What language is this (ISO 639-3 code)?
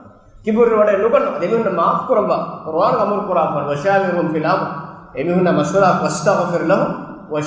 div